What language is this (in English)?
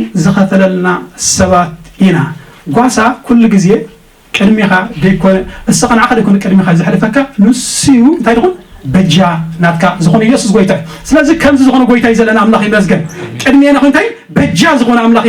Tigrinya